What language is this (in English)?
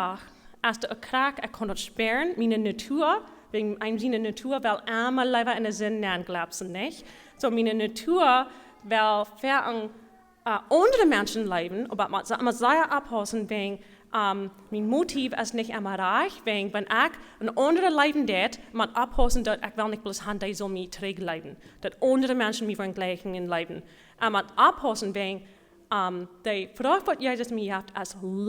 Plautdietsch